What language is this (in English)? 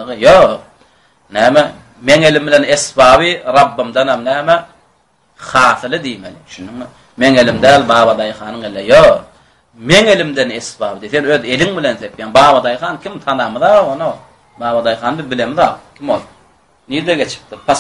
Turkmen